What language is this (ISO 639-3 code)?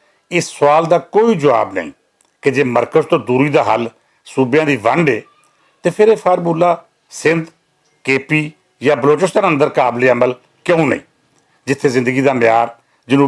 lah